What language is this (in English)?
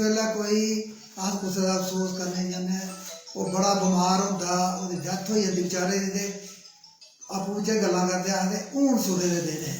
Dogri